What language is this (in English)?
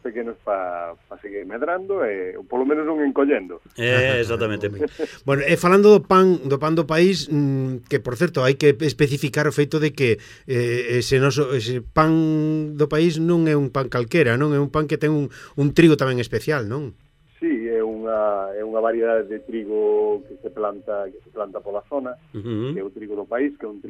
Galician